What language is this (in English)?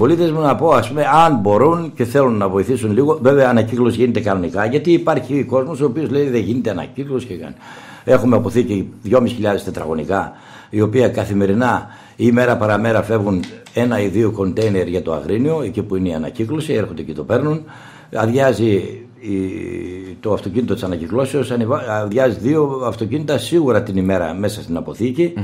Greek